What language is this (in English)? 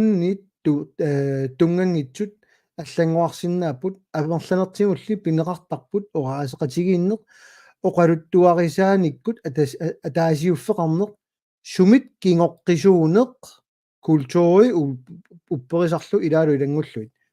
Kalaallisut